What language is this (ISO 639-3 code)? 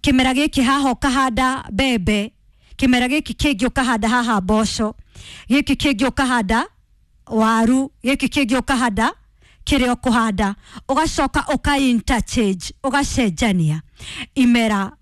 kik